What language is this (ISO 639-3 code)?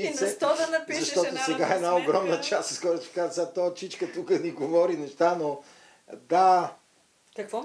bul